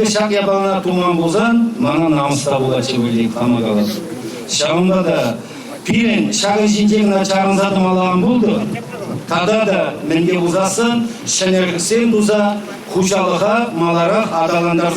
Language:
Chuvash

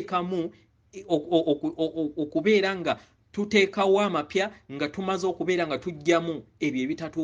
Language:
Ganda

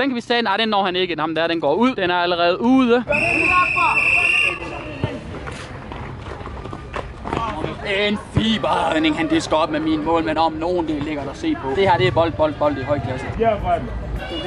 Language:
Danish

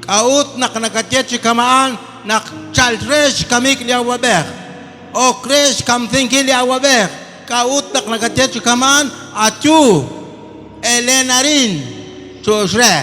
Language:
Kekchí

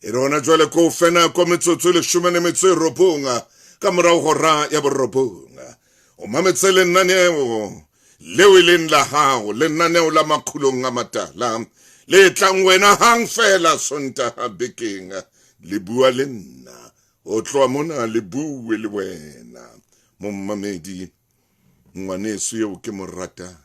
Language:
Southern Sotho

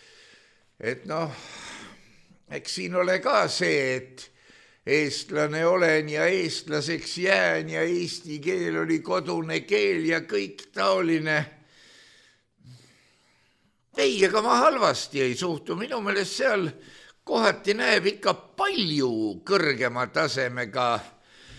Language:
Estonian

